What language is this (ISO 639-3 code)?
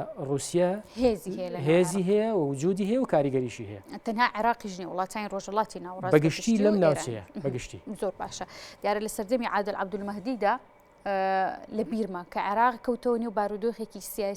ckb